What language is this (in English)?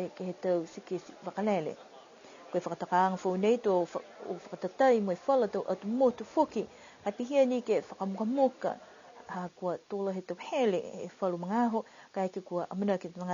Niuean